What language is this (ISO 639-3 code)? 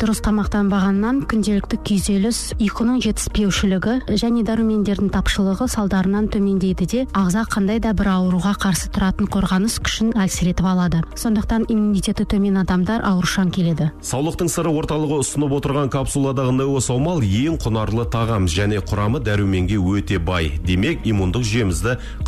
kaz